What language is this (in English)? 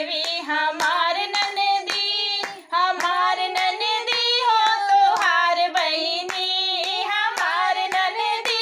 Bhojpuri